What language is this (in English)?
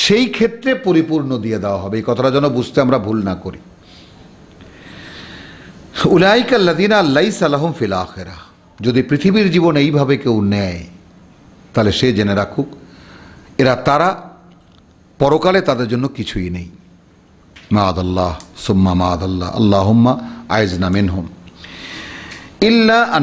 Bangla